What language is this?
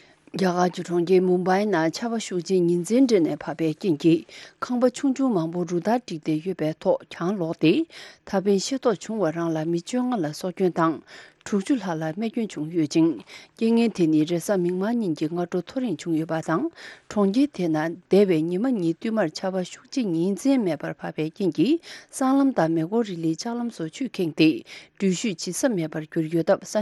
Tibetan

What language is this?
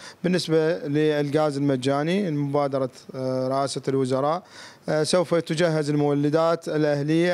Mesopotamian Arabic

